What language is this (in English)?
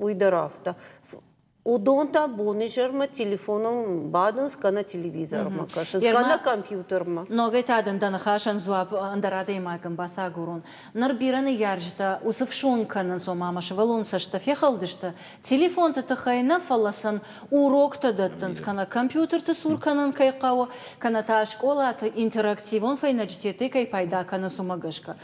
Ossetic